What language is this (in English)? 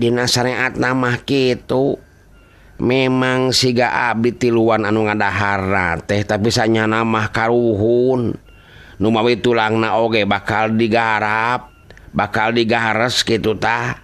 Sundanese